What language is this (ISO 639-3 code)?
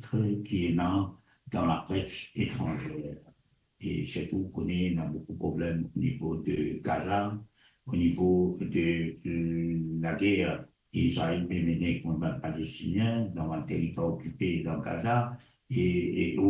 mfe